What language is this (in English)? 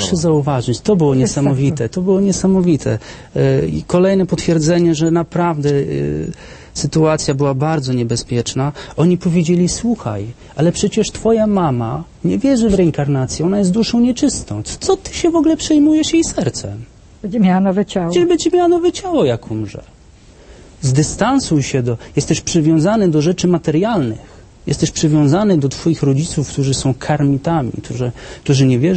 Polish